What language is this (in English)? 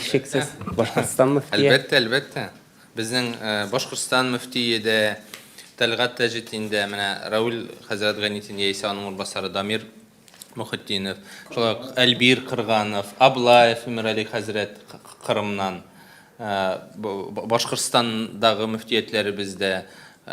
Tatar